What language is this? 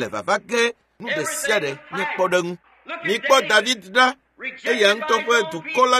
Ewe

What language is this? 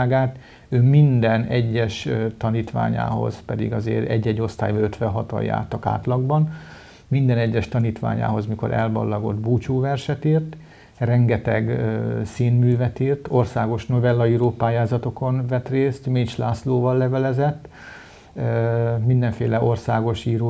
Hungarian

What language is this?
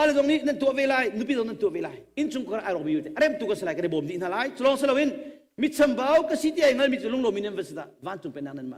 Hakha Chin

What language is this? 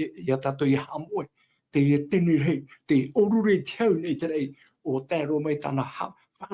Tahitian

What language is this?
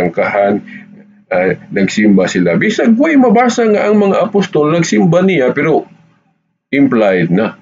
Cebuano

